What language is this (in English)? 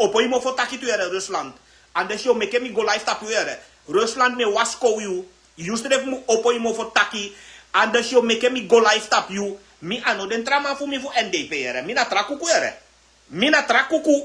Sranan Tongo